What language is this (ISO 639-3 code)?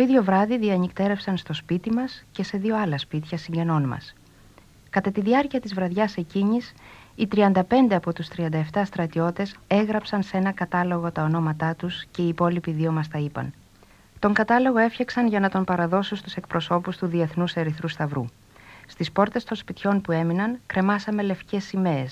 ell